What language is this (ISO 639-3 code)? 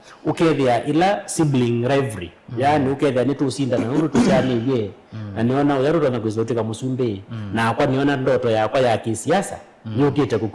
kam